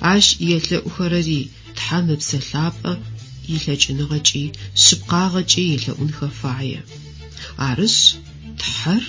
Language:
Adyghe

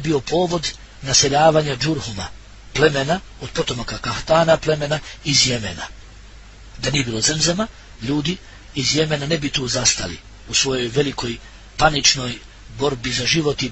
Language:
Bosnian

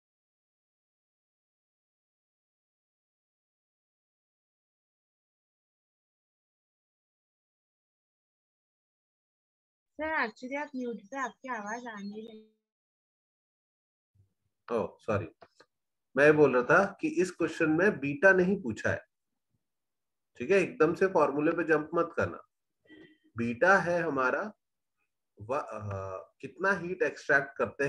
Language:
Hindi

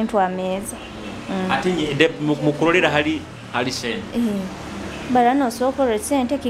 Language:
Nyoro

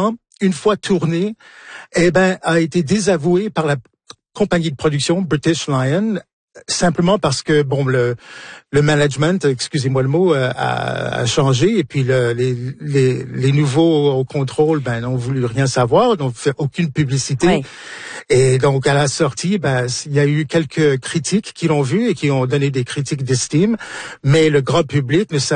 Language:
French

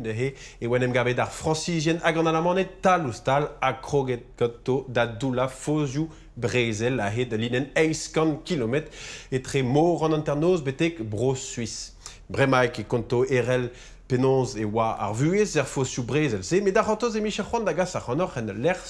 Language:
Breton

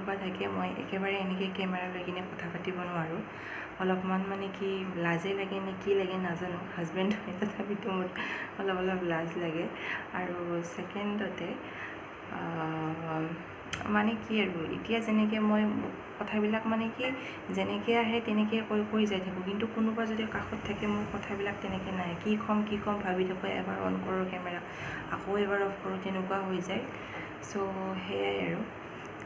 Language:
Assamese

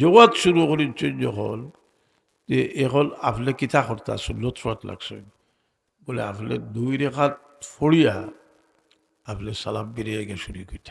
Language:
Sylheti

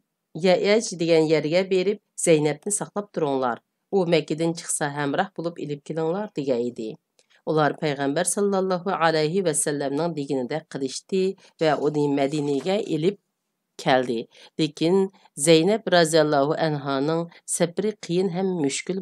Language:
Uyghur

